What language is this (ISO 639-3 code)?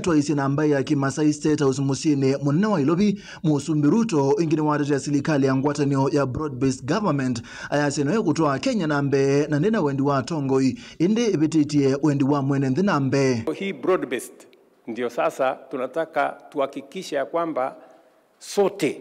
kam